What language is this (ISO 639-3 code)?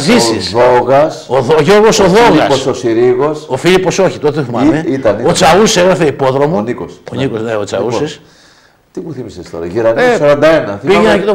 ell